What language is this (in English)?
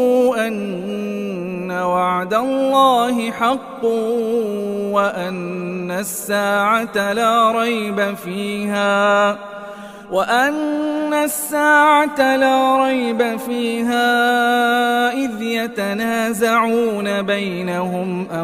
Arabic